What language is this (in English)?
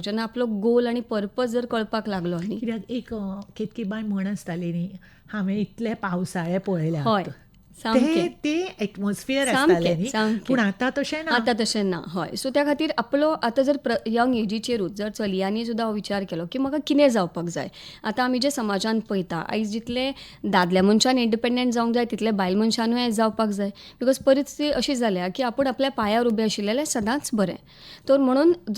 Konkani